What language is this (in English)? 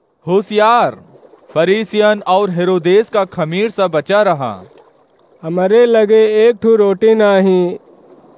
Awadhi